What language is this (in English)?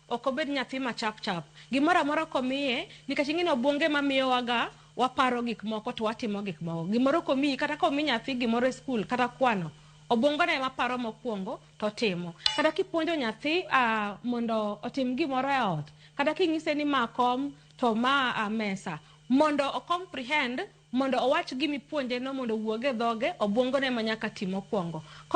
Luo (Kenya and Tanzania)